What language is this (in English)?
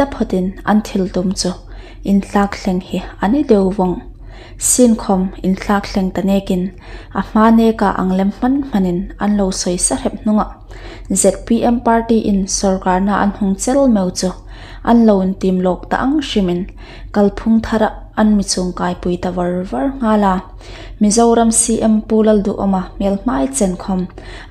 Hmar